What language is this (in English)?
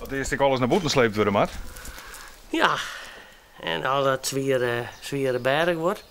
Western Frisian